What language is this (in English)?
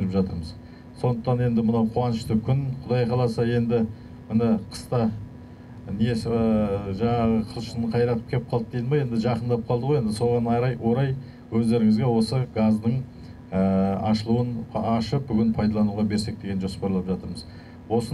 Kazakh